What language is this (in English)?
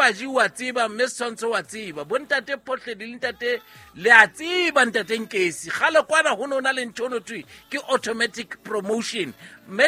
Southern Sotho